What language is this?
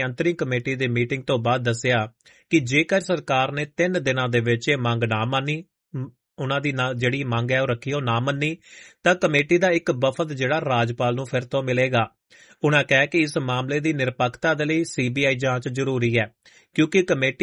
Punjabi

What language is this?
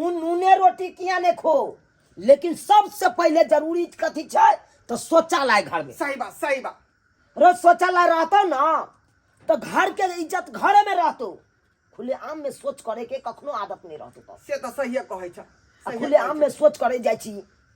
Maithili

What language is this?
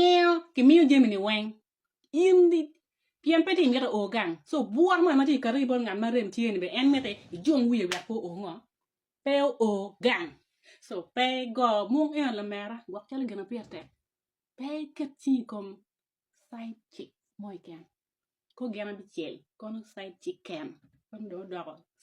Acoli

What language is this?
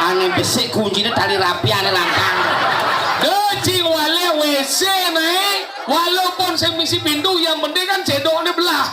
Balinese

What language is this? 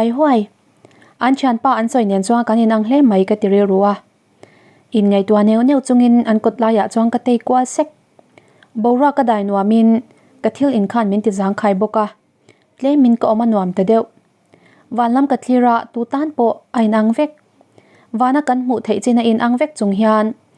Mizo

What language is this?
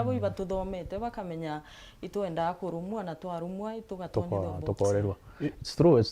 Meru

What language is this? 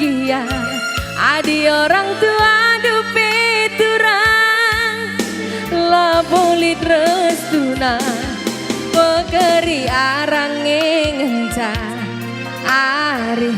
Batak Karo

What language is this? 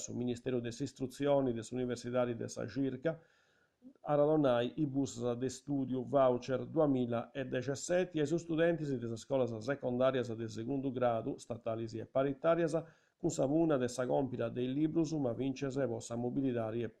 Sardinian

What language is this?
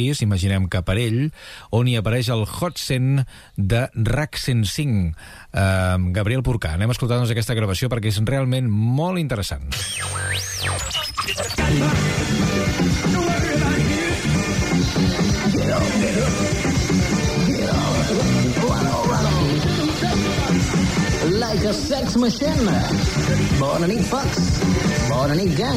Catalan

